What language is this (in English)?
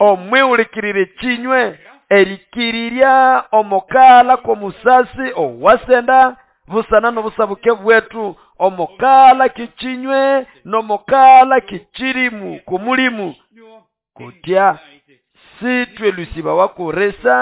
Nande